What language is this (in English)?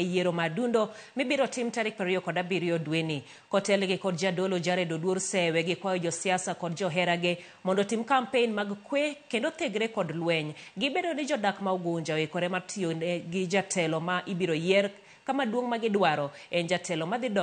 Luo (Kenya and Tanzania)